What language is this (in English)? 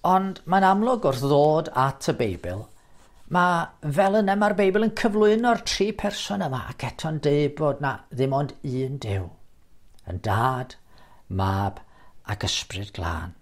Welsh